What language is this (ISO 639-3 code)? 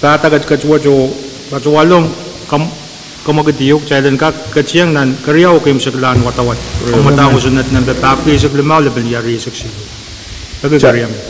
pon